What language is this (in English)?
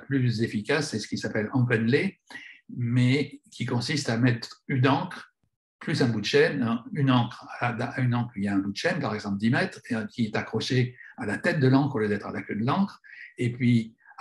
French